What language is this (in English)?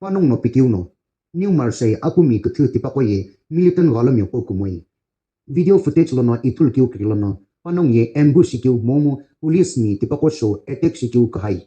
Sumi Naga